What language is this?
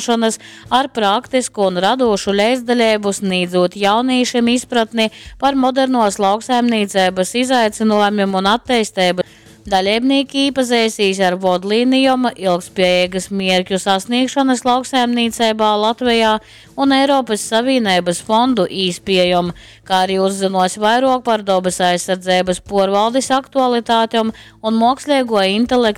Latgalian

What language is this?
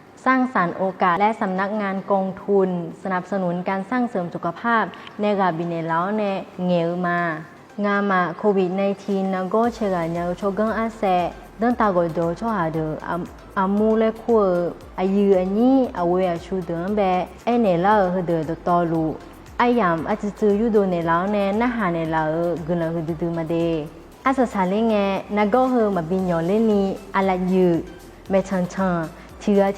Akha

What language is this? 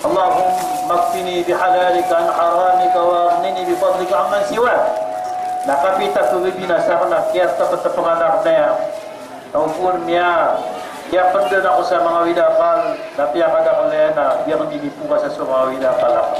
Maranao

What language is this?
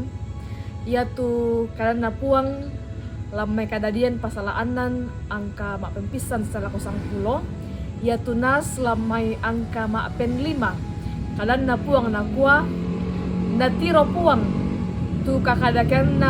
Toraja-Sa'dan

